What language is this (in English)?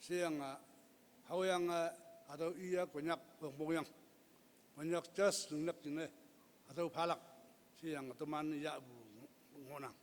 Konyak Naga